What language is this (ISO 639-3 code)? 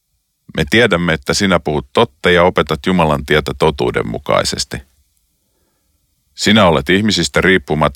fin